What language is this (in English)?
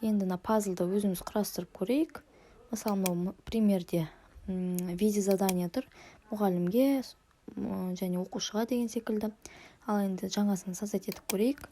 Kazakh